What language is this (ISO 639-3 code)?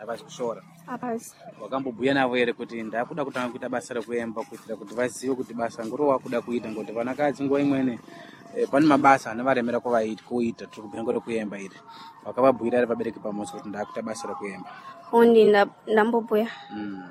seh